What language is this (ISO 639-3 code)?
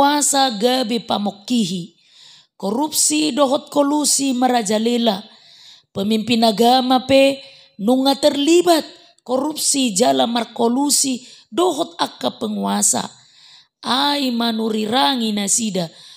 bbc